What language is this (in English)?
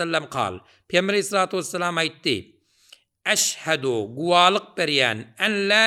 Turkmen